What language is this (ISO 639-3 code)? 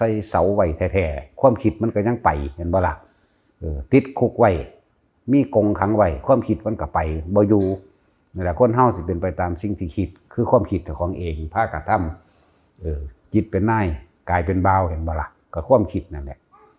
tts